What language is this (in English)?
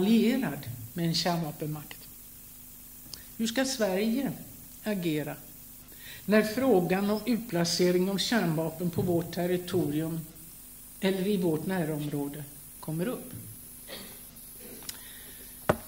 Swedish